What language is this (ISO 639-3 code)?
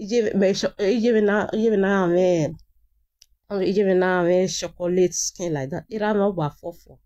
pcm